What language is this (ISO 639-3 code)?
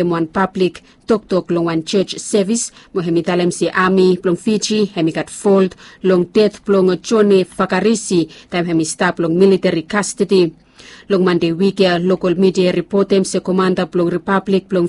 bis